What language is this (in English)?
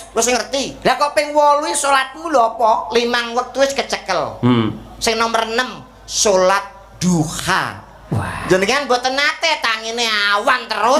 Javanese